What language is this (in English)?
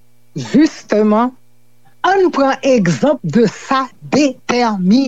Haitian Creole